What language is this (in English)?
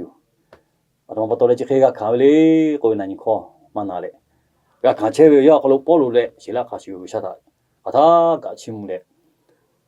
Lahu